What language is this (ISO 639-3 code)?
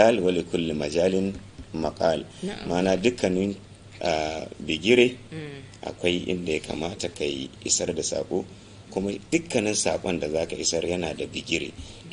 hau